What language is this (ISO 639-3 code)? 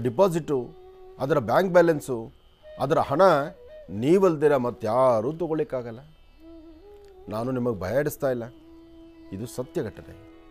kan